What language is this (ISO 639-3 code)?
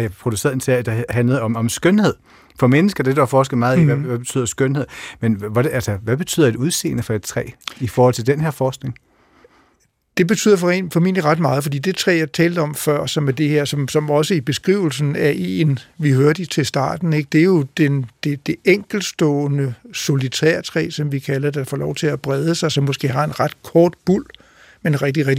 dan